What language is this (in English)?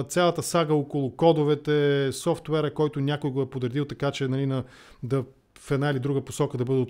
Bulgarian